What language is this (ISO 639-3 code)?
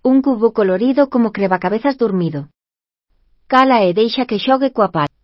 glg